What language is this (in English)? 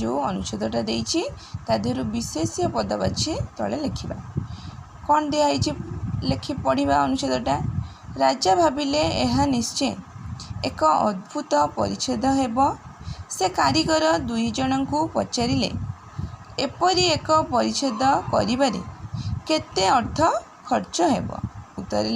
Odia